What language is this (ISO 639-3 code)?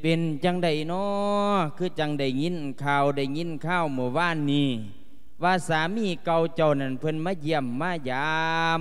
lao